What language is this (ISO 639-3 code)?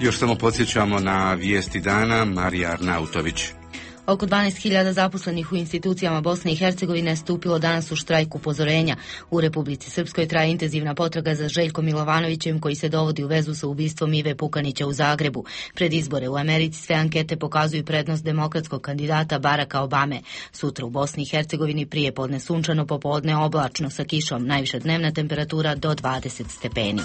bos